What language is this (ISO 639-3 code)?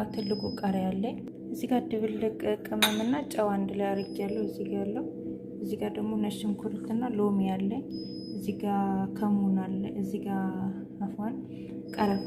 amh